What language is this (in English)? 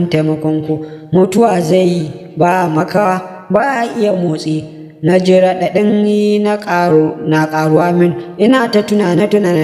Hausa